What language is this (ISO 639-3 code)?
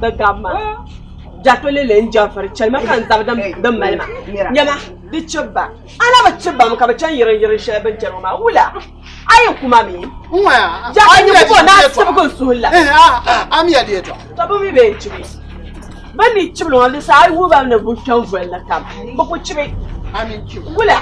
dag